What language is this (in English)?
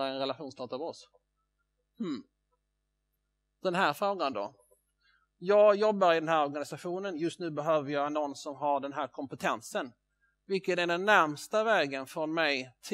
Swedish